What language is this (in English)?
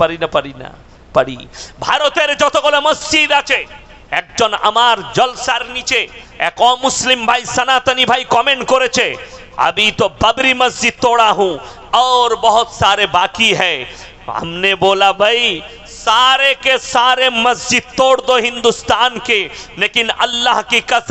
Bangla